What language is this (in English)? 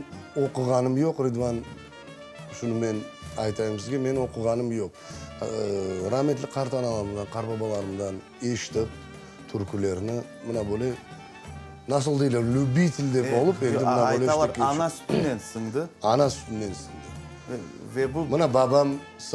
Crimean Tatar